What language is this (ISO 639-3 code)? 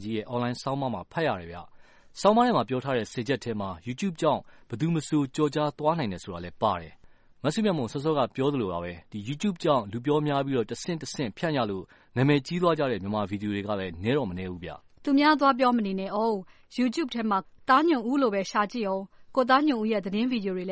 mya